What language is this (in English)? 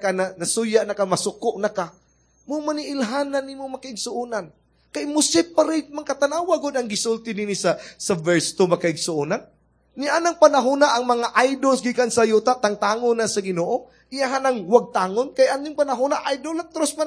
Cebuano